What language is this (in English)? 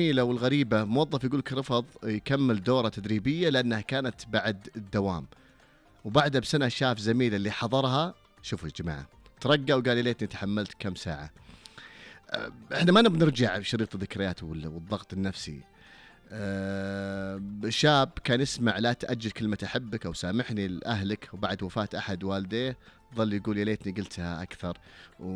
Najdi Arabic